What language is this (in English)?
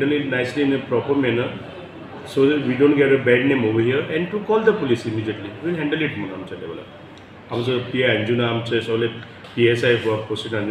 Konkani